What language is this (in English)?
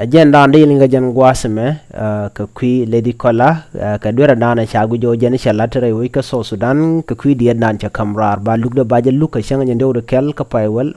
Nuer